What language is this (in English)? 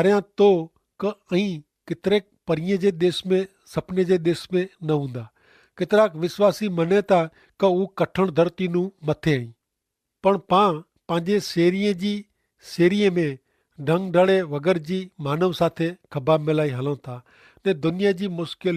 Kachhi